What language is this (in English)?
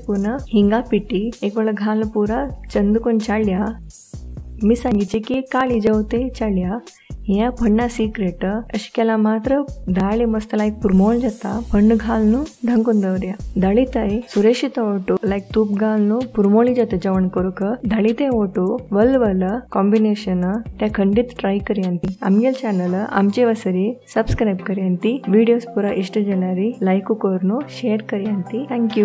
Konkani